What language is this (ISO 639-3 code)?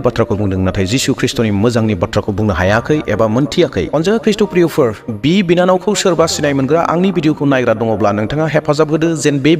brx